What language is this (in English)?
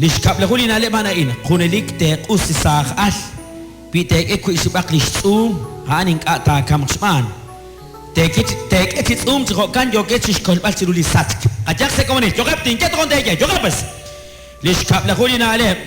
Kekchí